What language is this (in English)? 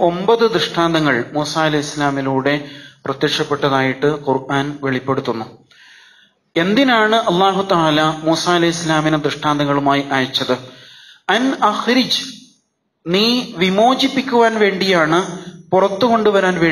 Malayalam